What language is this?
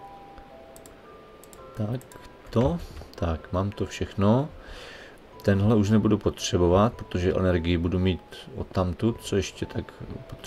Czech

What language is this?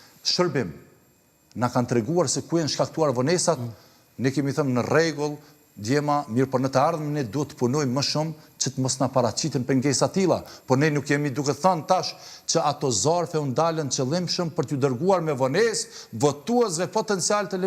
Albanian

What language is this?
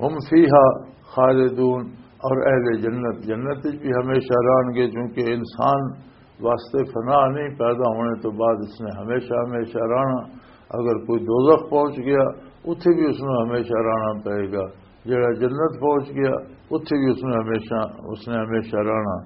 Western Panjabi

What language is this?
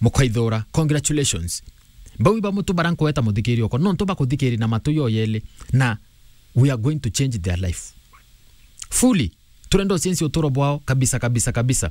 Meru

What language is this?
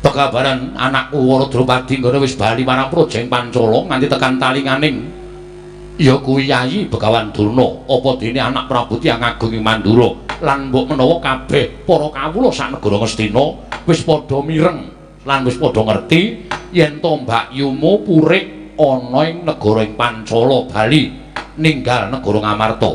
Javanese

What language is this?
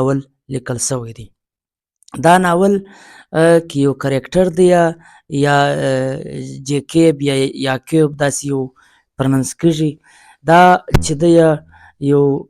Pashto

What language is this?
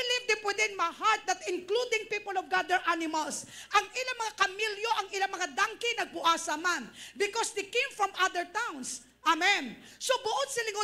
Hiligaynon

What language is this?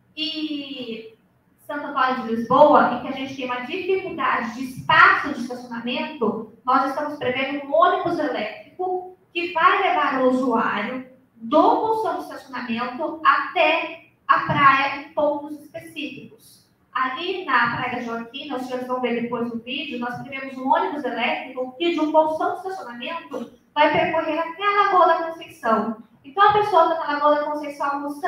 Portuguese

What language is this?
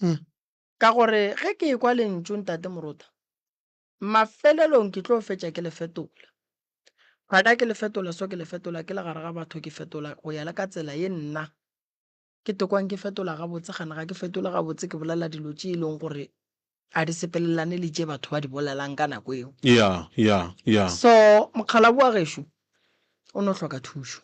Northern Sotho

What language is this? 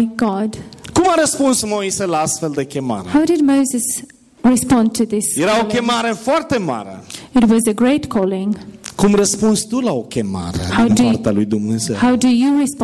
Romanian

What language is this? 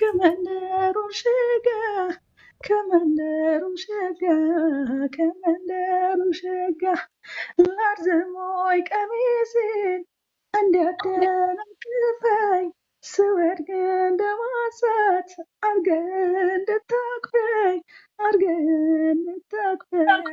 Amharic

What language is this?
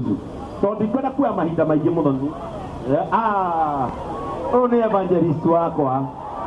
Kikuyu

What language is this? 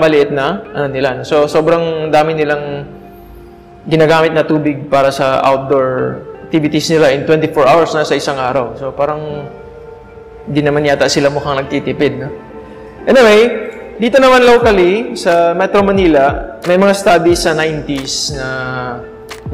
Filipino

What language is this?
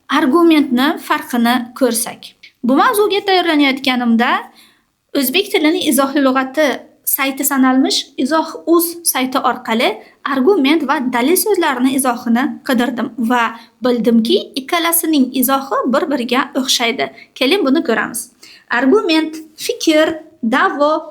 Uzbek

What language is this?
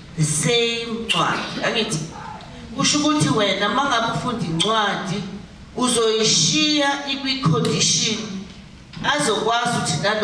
Zulu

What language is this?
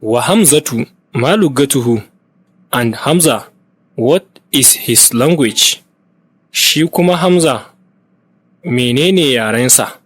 Hausa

